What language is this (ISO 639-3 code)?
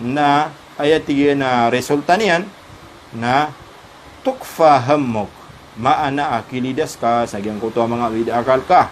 mrw